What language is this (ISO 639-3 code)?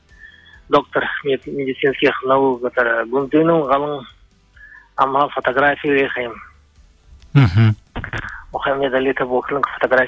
bua